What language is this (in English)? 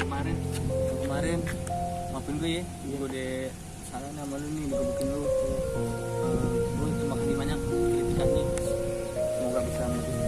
Betawi